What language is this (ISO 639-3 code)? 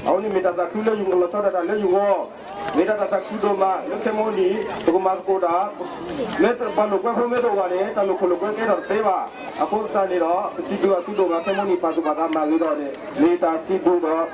ksw